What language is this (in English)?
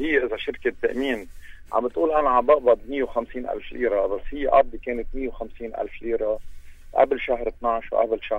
North Levantine Arabic